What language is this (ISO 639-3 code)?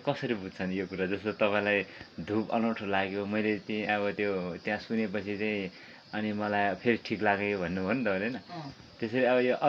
nep